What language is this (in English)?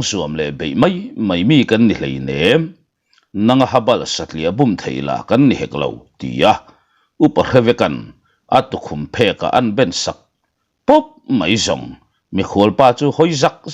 Mizo